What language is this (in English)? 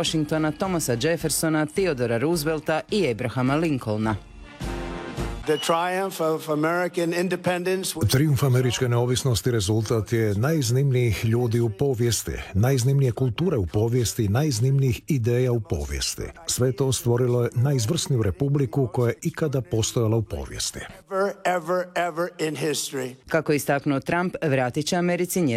Croatian